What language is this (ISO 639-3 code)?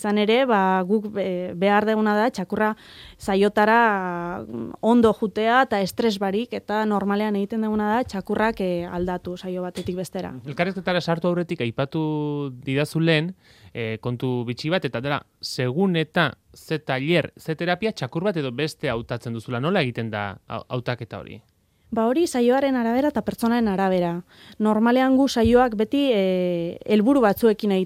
eus